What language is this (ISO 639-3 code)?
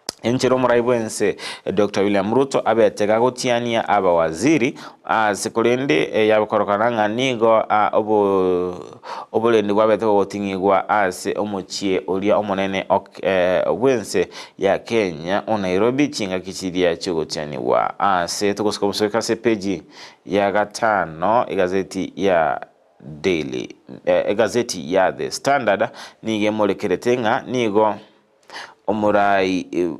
guz